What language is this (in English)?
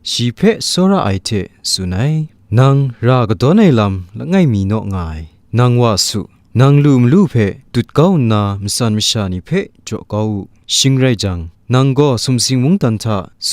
Kachin